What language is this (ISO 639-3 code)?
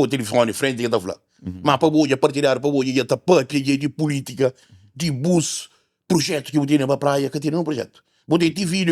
kea